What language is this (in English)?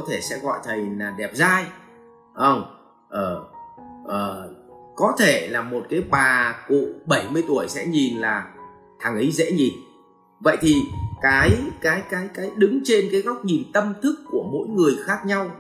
Vietnamese